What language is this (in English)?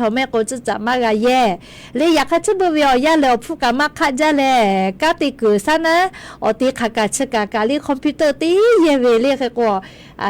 Lahu